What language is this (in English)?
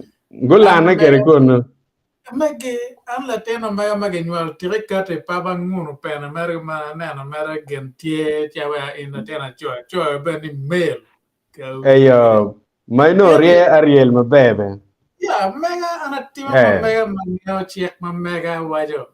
Acoli